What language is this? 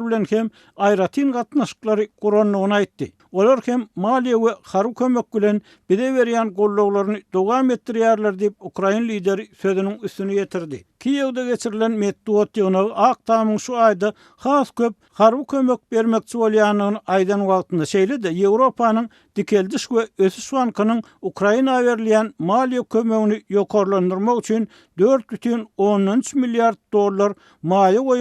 Turkmen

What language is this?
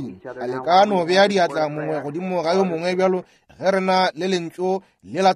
Northern Sotho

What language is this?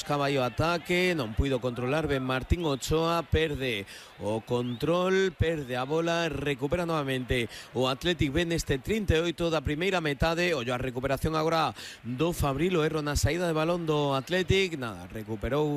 Galician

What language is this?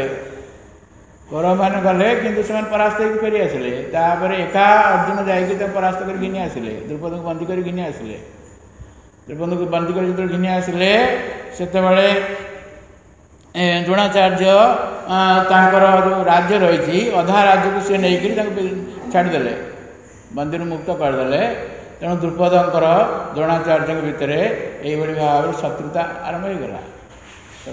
Odia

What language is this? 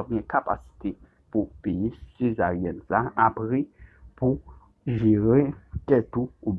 Haitian Creole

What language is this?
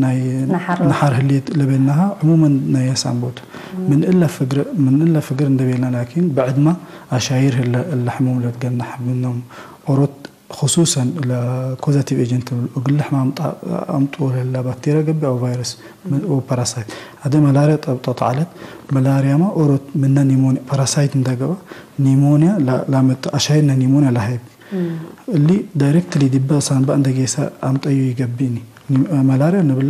Tigre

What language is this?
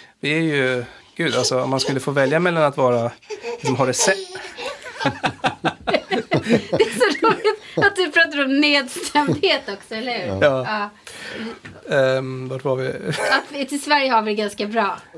Swedish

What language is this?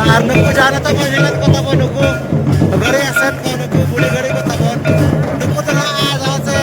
Santali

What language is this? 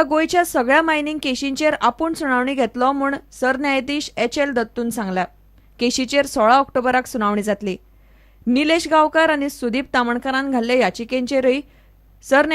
Konkani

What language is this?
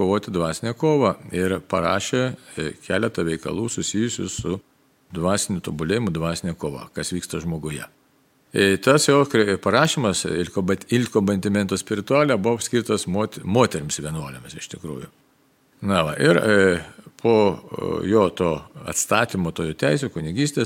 Lithuanian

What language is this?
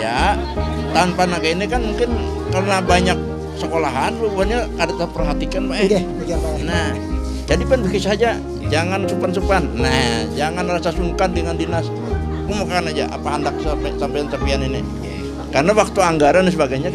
Banjar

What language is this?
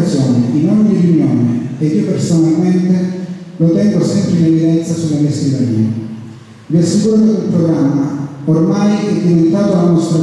Italian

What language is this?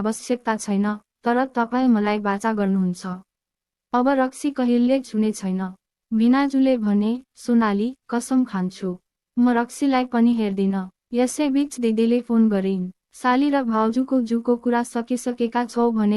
Nepali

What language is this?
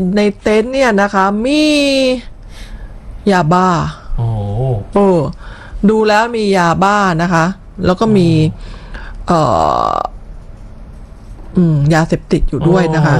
Thai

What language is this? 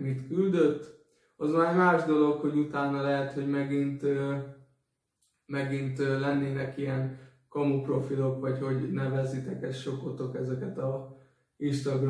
Hungarian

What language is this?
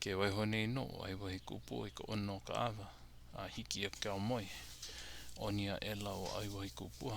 Hawaiian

